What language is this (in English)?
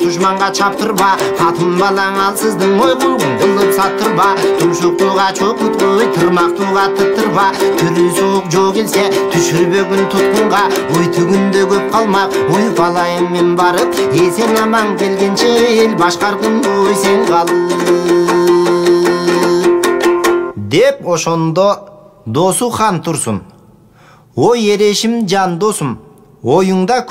Kyrgyz